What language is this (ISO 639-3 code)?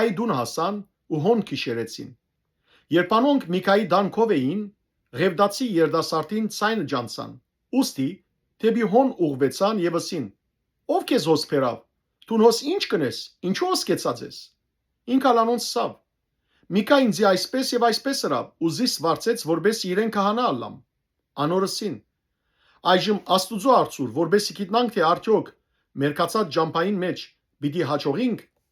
hyw